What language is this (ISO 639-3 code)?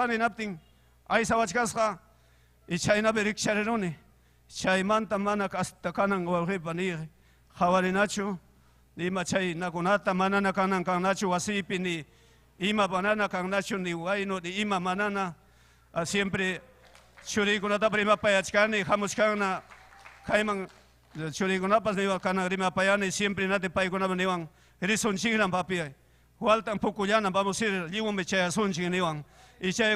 quy